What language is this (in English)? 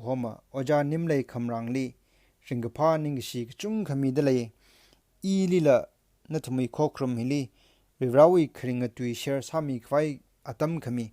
Tangkhul Naga (India)